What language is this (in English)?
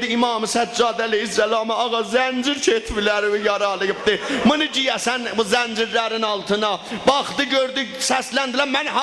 South Azerbaijani